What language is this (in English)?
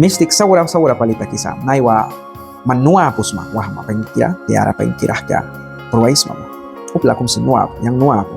Mískito